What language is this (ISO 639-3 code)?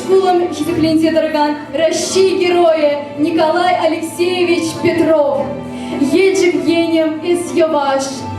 chv